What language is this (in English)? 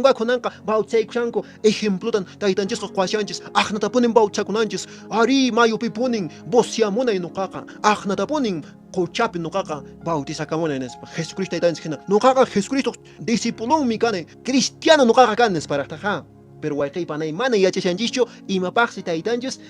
Quechua